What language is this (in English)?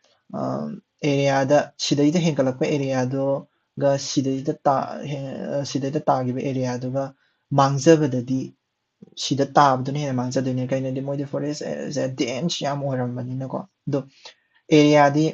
Manipuri